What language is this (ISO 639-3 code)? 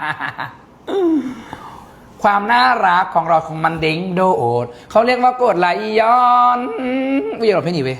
lao